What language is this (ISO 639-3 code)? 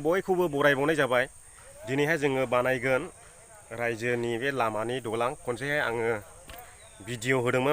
brx